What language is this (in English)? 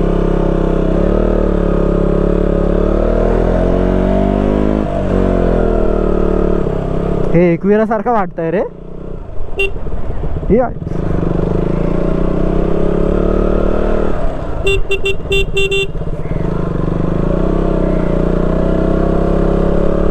Marathi